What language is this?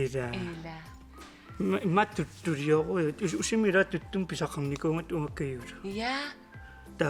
Kalaallisut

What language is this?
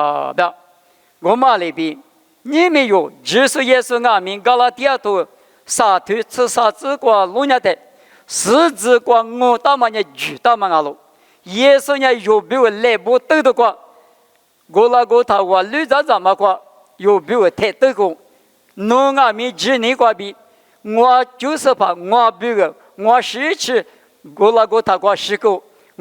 Lisu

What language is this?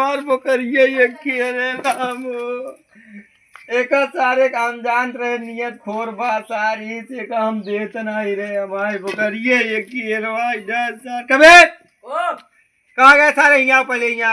Awadhi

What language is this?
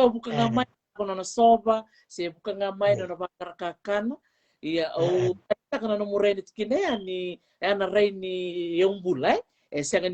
Fijian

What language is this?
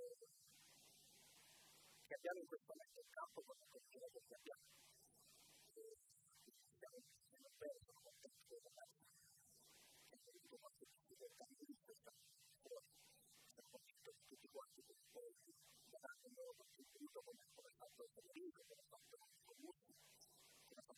Italian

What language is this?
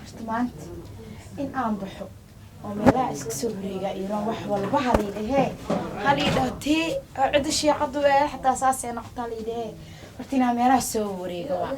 Somali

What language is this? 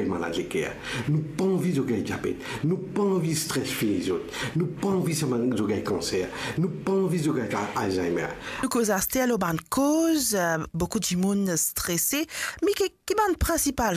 Morisyen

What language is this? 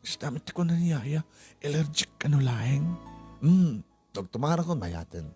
Iloko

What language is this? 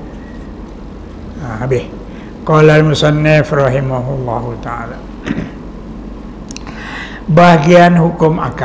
Malay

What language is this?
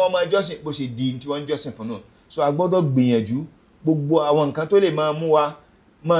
Yoruba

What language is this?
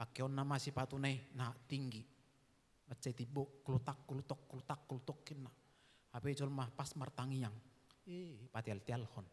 Batak Toba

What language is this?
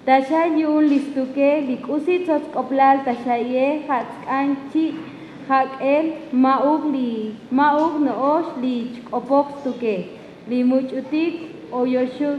Tzotzil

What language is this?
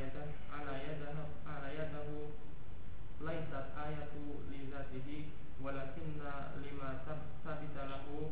Indonesian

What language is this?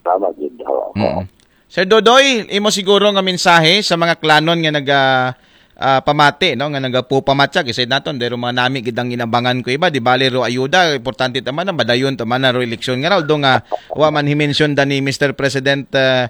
Aklanon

